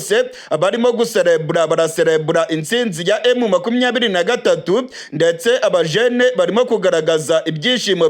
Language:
Kinyarwanda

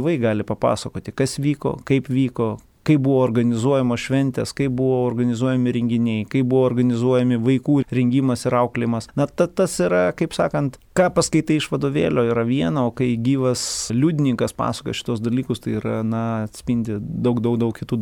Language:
Lithuanian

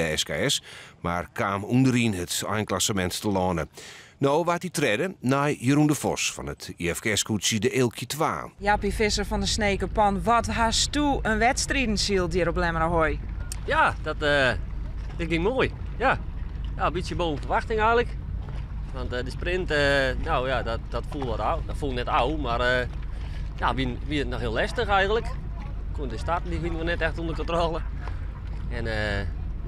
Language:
Western Frisian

